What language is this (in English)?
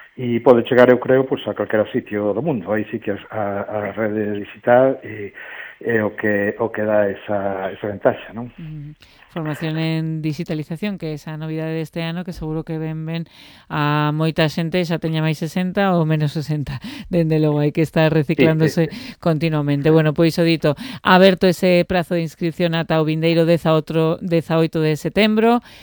Galician